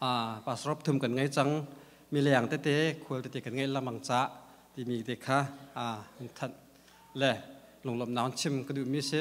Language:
Hakha Chin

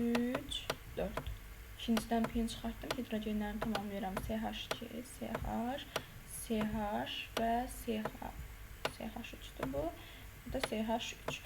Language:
Azerbaijani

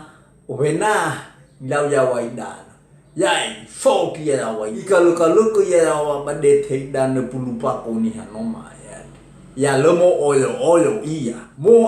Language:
Nias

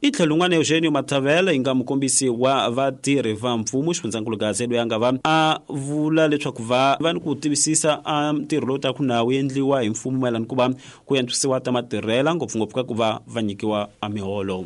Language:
Tsonga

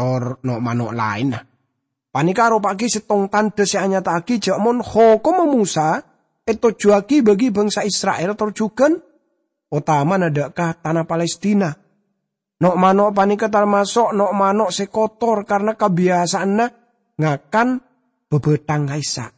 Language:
Madurese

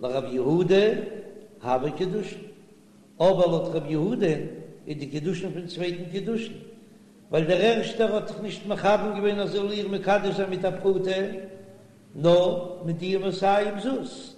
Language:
Yiddish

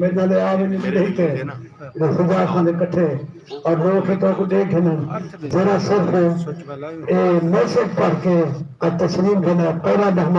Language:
Saraiki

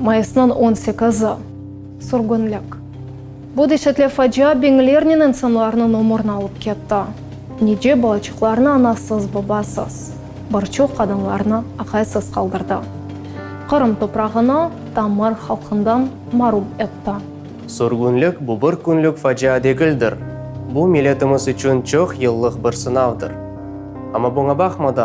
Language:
Crimean Tatar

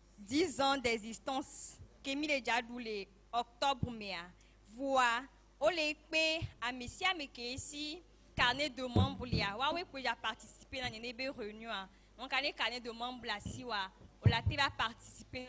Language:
Ewe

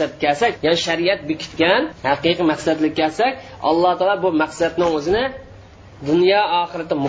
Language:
Uyghur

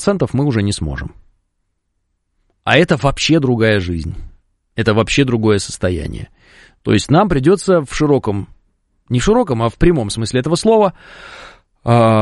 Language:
Russian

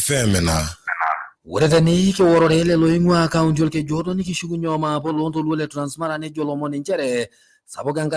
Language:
Masai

